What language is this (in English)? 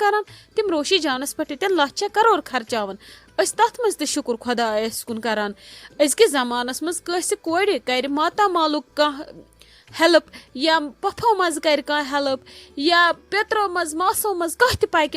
Kashmiri